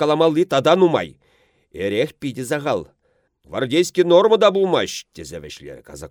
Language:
Chuvash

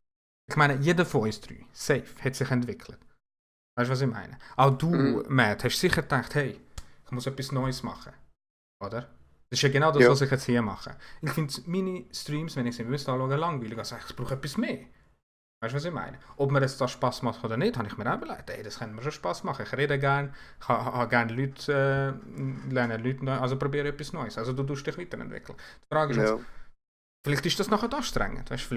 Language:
Swiss German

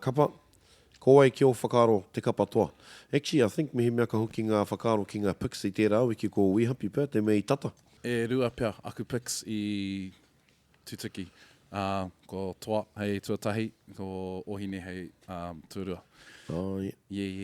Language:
Māori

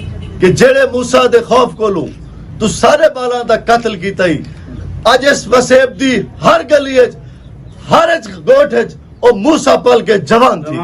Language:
Saraiki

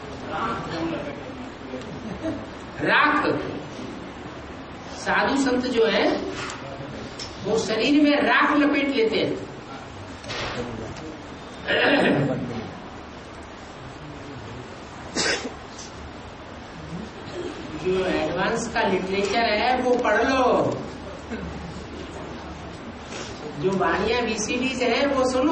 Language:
Hindi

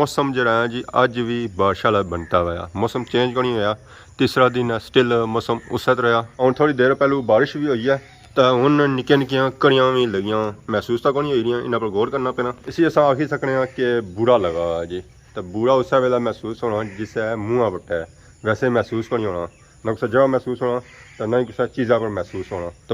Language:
Pahari-Potwari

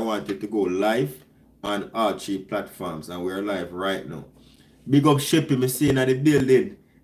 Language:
Jamaican Creole English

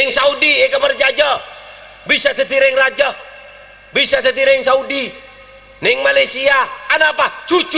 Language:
Madurese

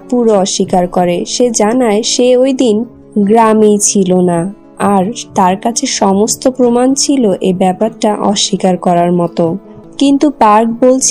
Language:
Bangla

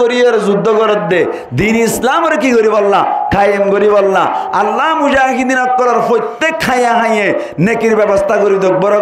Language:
Rohingya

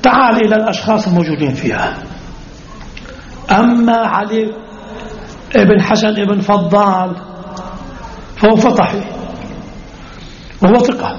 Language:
Arabic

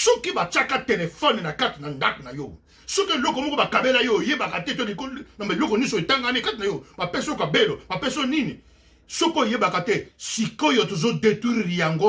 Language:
Lingala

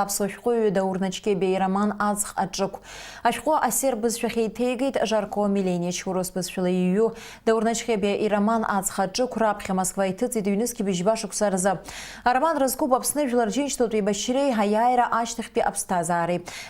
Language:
Abkhazian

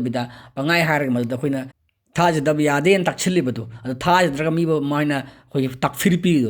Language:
Manipuri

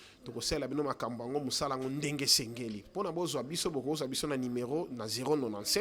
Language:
Lingala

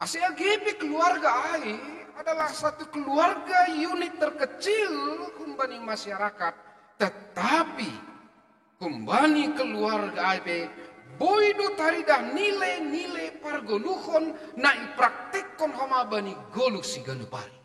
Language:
Batak Simalungun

